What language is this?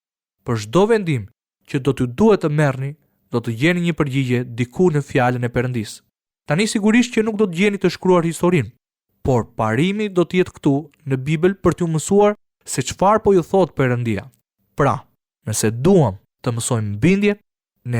Albanian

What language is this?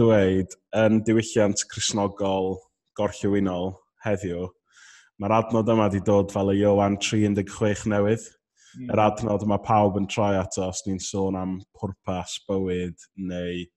Welsh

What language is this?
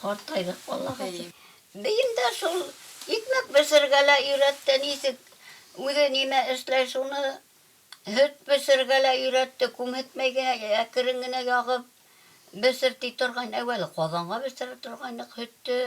Bashkir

